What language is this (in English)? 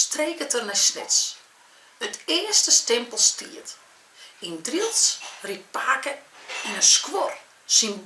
Western Frisian